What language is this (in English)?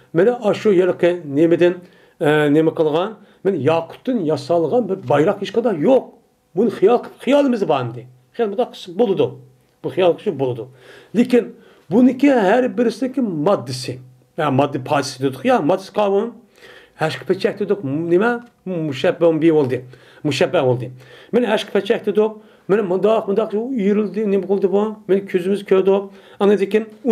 Uyghur